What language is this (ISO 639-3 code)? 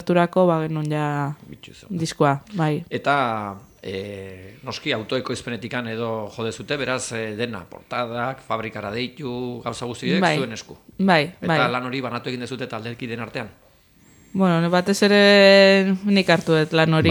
eus